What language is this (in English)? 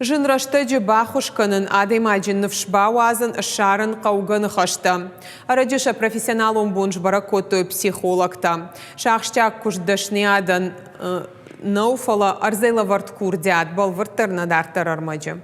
Ossetic